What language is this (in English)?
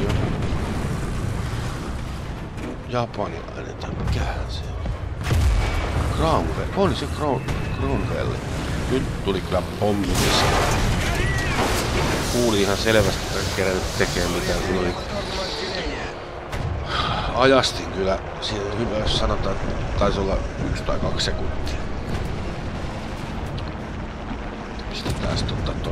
Finnish